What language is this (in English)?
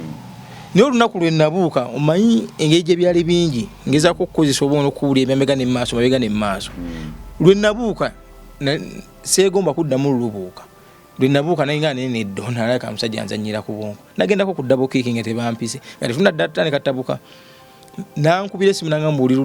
Ganda